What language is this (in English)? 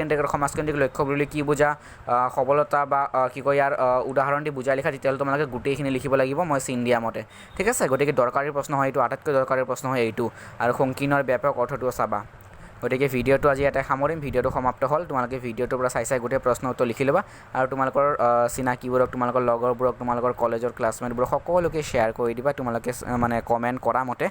Assamese